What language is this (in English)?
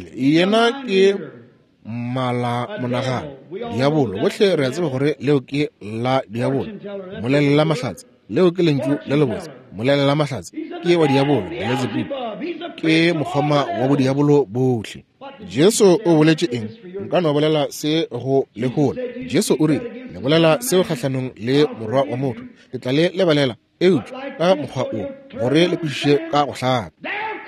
Northern Sotho